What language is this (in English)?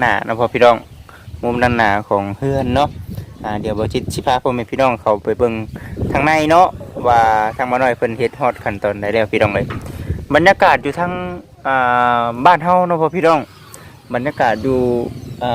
Lao